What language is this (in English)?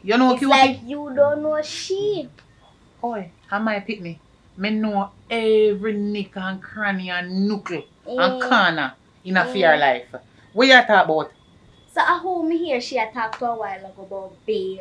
Jamaican Creole English